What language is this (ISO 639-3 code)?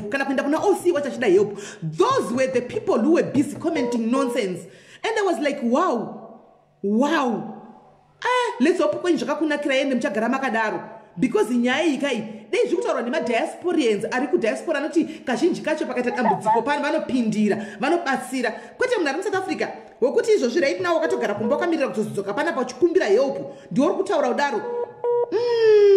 sna